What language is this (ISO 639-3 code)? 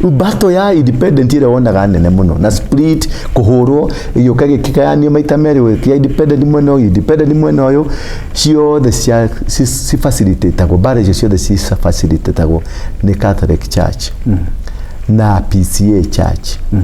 kik